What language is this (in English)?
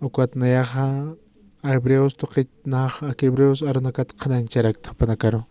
Aymara